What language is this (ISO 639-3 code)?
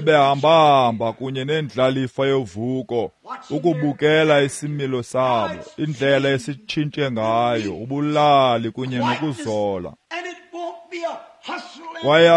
xho